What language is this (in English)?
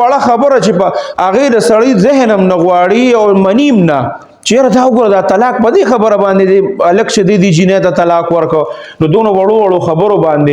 Pashto